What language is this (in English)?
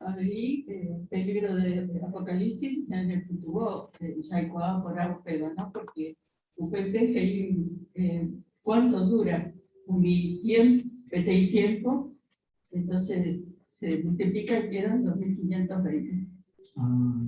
Guarani